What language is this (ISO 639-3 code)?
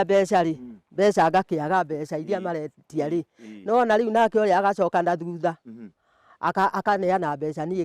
kik